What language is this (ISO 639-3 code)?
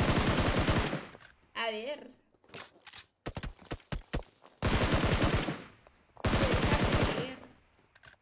spa